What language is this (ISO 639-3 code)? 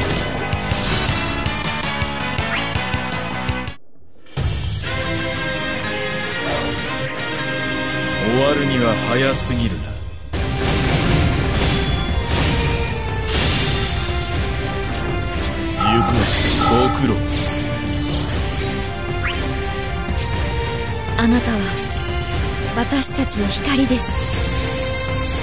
jpn